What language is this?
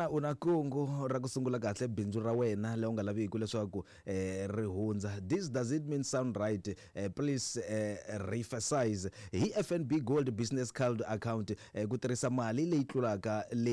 Tsonga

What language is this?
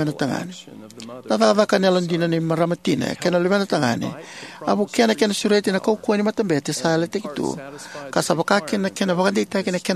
Fijian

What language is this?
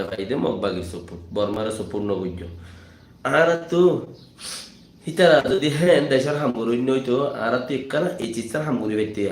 Rohingya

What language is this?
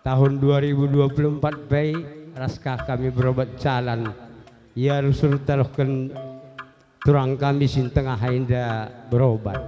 Batak Karo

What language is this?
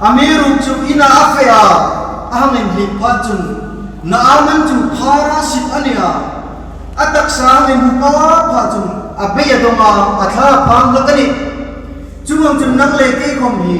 Hmar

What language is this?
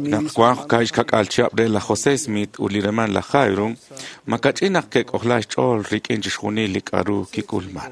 Kekchí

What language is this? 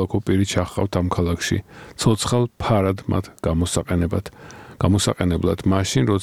Georgian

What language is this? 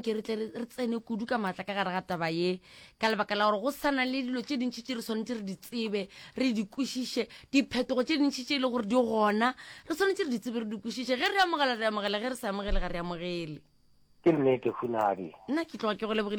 Northern Sotho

